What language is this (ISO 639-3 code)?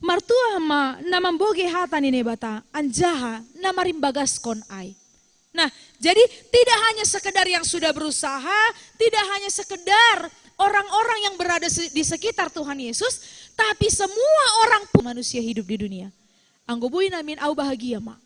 bts